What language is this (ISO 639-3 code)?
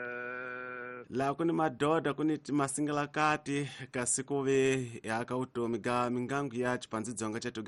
tso